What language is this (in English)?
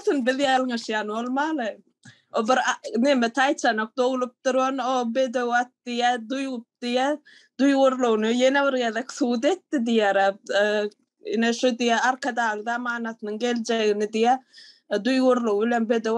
Turkmen